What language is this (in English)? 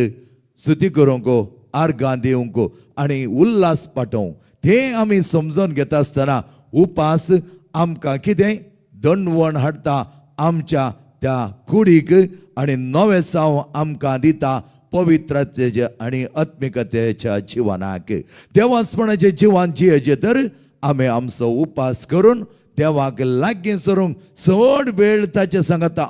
Konkani